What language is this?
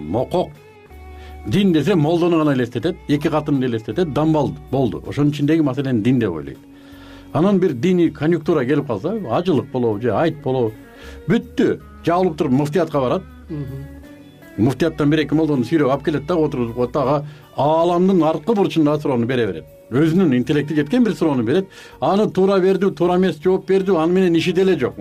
Kyrgyz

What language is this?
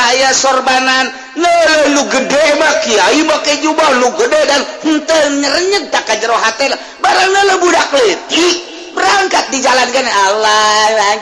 Sundanese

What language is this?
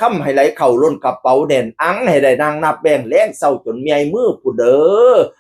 Northeastern Thai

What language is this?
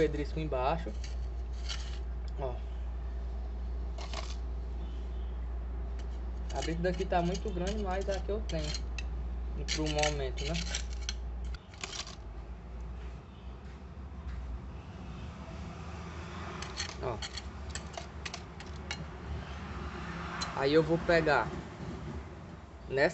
Portuguese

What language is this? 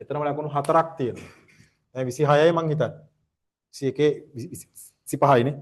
Sinhala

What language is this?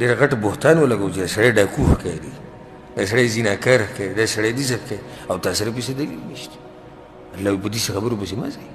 Pashto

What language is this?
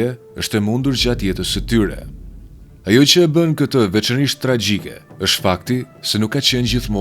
Albanian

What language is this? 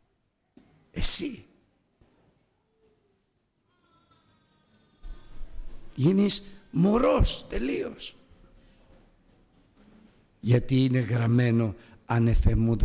Greek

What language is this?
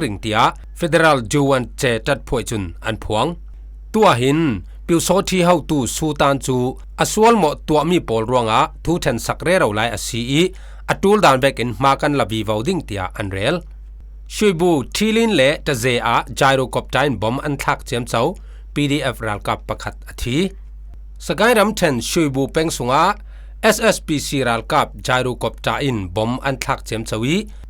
Falam Chin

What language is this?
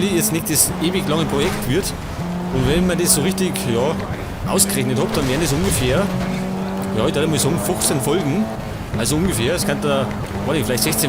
Bavarian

